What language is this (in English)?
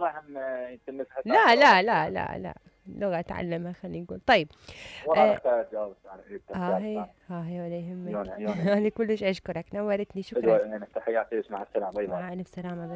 Mesopotamian Arabic